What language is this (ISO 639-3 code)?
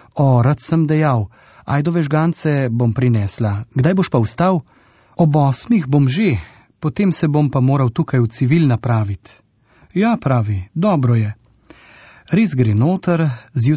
slv